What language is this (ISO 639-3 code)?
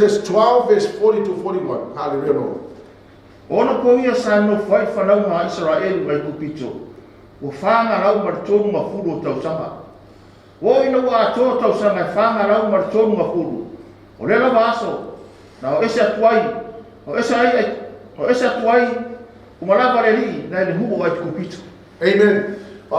smo